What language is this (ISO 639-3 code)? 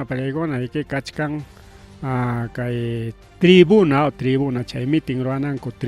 quy